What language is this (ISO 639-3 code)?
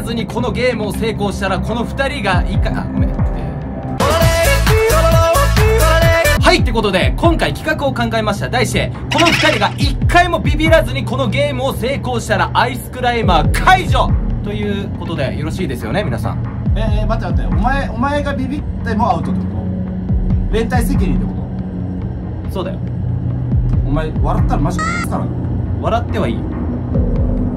jpn